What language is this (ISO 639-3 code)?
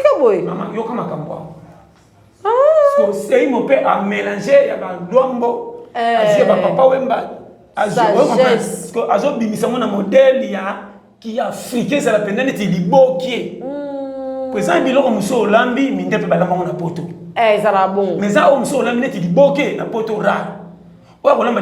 lin